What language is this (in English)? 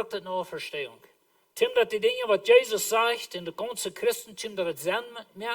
Plautdietsch